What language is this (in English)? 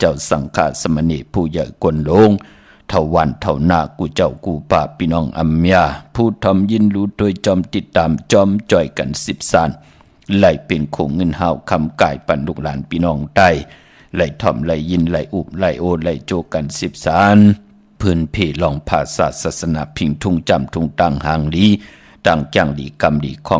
Shan